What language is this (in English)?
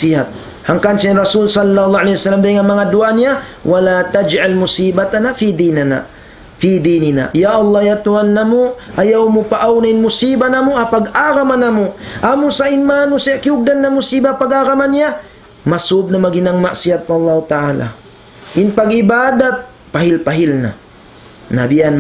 Tausug